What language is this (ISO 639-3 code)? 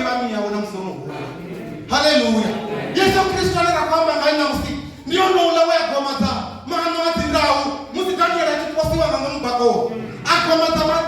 ven